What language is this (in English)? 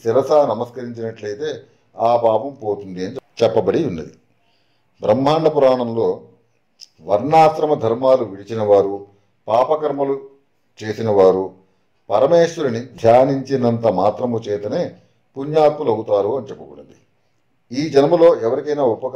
Telugu